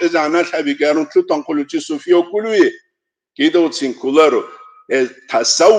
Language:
Avaric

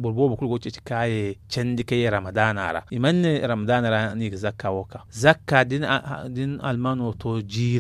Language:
Zarma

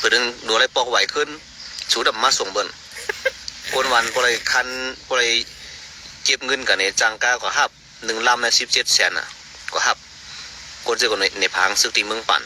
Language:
Shan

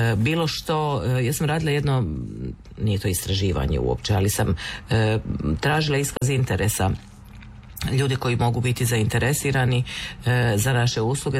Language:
Croatian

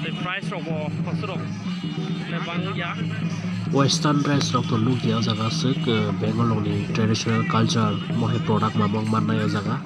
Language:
Kok Borok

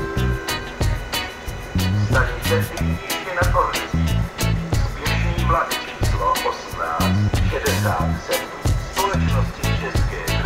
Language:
Czech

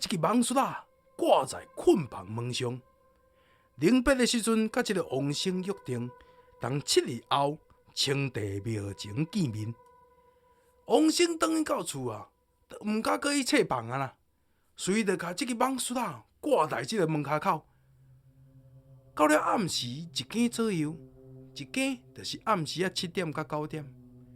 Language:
Min Nan Chinese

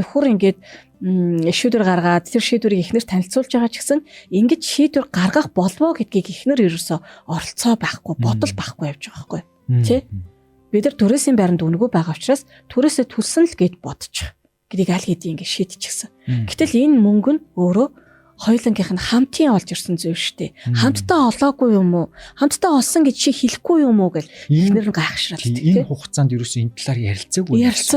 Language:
Mongolian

